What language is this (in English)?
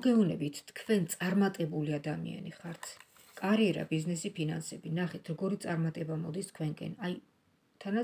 Georgian